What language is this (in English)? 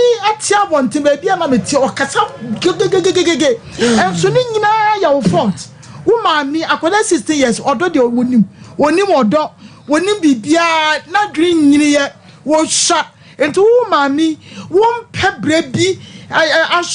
Akan